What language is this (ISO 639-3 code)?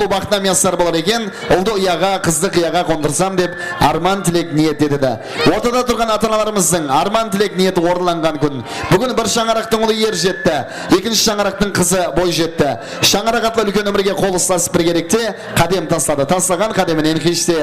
kaa